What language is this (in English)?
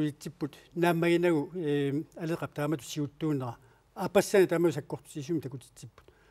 Kalaallisut